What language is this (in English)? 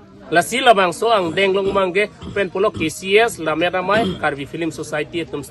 Karbi